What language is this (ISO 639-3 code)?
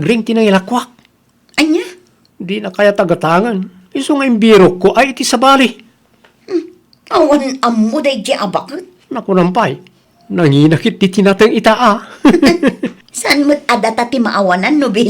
ilo